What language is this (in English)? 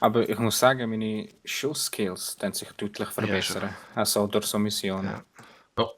Swiss German